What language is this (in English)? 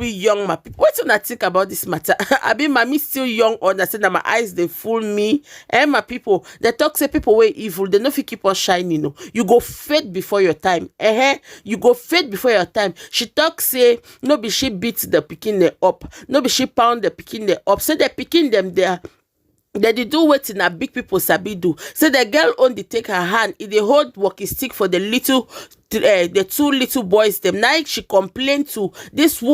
Nigerian Pidgin